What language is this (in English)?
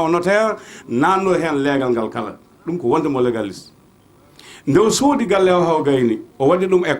Fula